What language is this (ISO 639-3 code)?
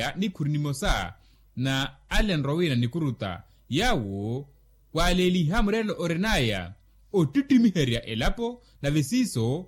vmw